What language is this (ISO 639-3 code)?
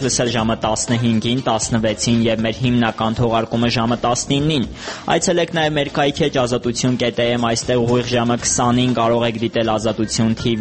hye